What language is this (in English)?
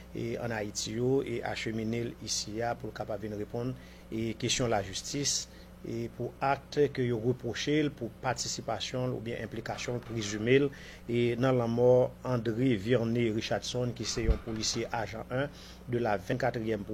Haitian Creole